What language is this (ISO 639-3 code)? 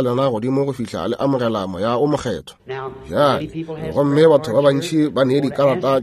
nso